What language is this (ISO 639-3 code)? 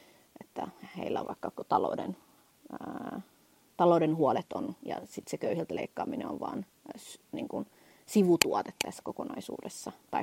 fin